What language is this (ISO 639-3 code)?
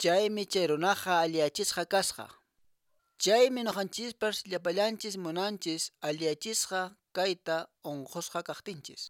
que